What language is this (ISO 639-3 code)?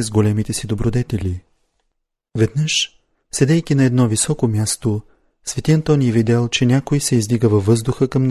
bul